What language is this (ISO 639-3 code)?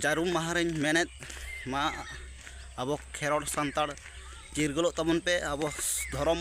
sat